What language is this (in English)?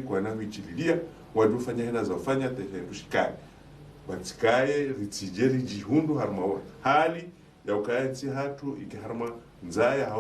Ngazidja Comorian